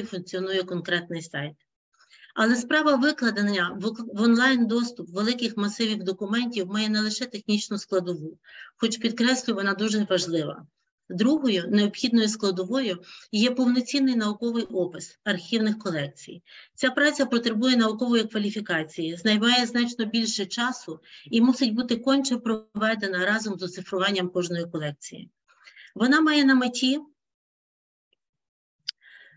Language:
Ukrainian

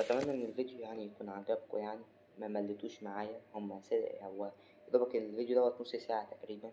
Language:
Egyptian Arabic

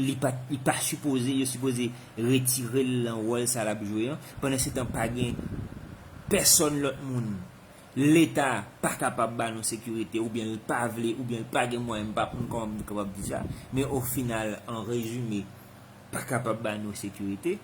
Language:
Haitian Creole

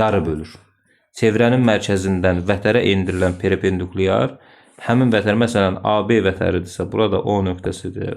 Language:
Azerbaijani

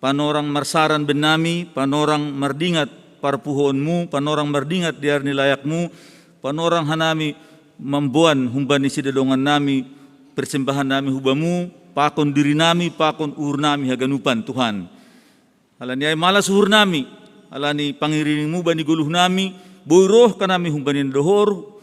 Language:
Batak Simalungun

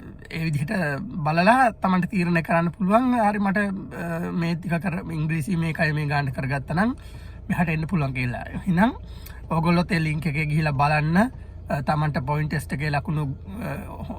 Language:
Sinhala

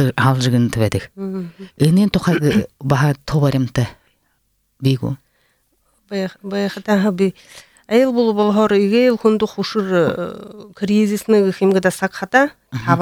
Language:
Buriat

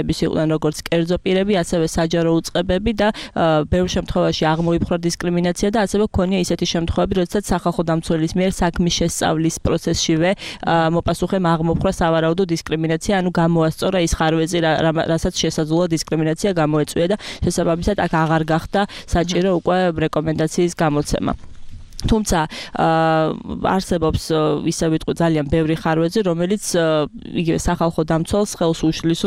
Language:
Georgian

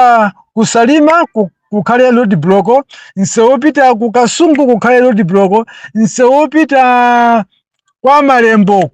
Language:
Nyanja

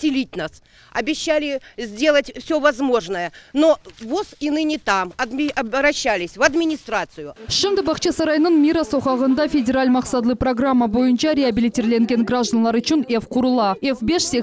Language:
Crimean Tatar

